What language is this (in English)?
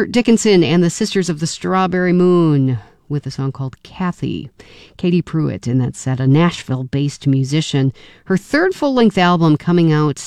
English